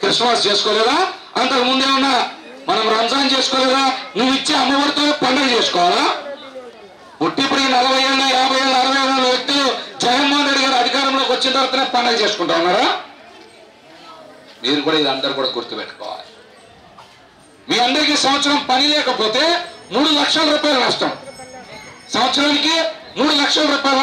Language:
Telugu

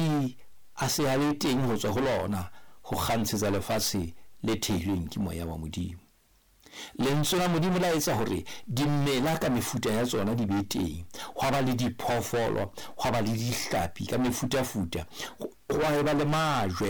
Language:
Southern Sotho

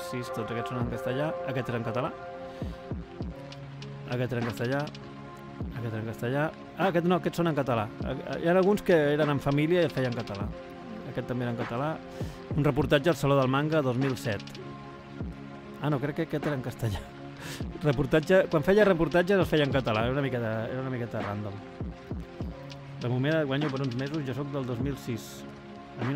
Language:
Catalan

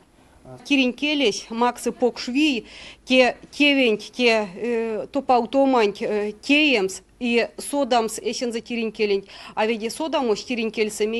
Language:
Erzya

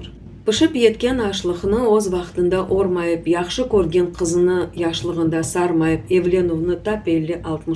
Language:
Crimean Tatar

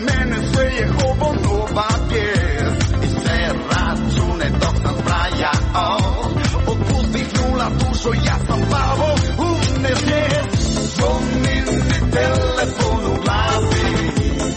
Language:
Croatian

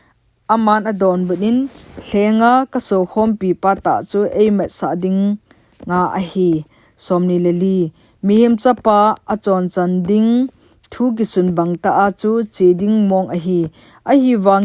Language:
Thado Chin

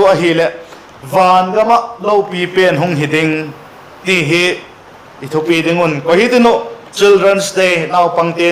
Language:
Vaiphei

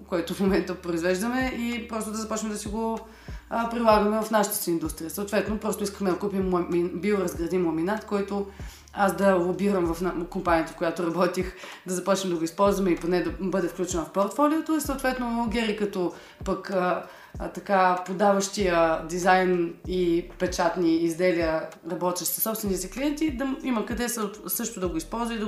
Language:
Bulgarian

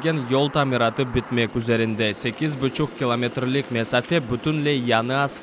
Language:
Crimean Tatar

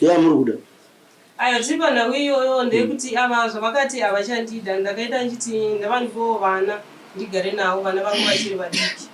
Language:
Shona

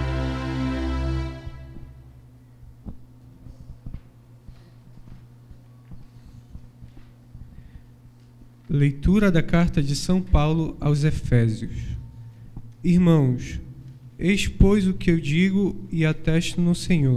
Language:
Portuguese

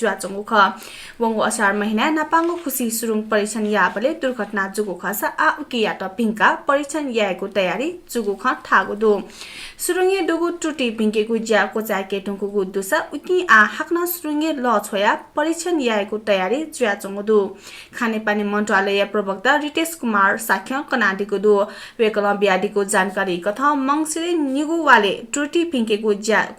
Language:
Newari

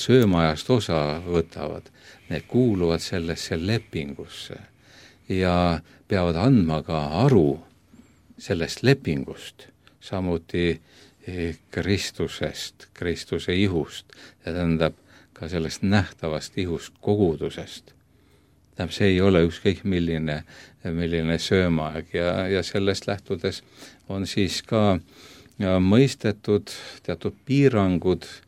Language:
Estonian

